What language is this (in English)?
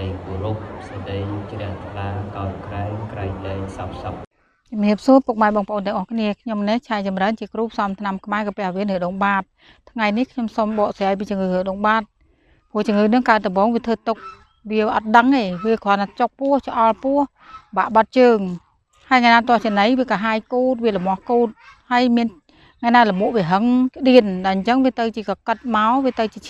Khmer